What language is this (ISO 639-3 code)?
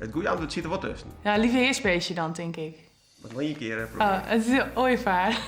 fry